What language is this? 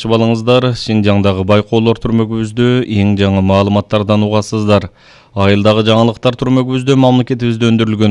Kyrgyz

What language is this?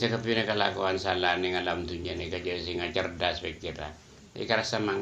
Madurese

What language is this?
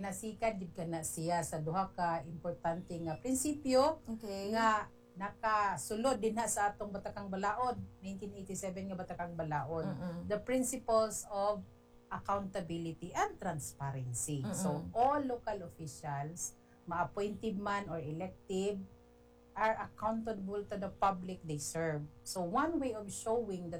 Cebuano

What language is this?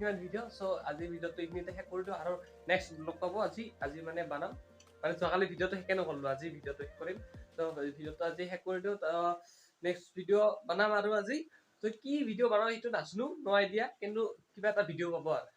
Assamese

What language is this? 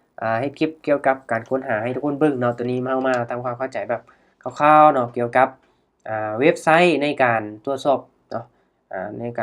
Lao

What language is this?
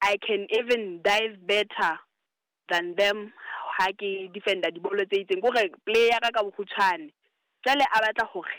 Southern Sotho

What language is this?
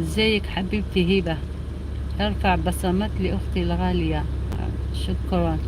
Algerian Arabic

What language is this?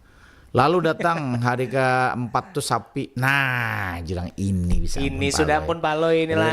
Banjar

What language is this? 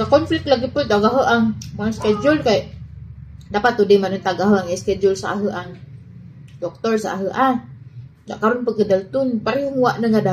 Cebuano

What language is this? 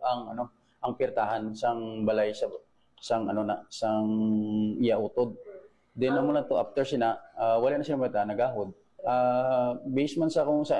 Hiligaynon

